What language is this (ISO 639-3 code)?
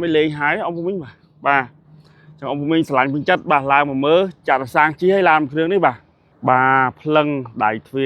khm